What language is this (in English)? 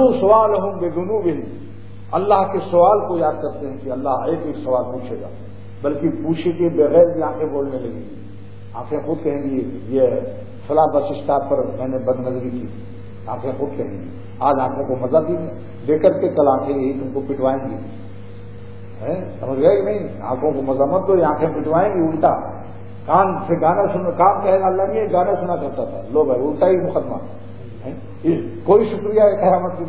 Urdu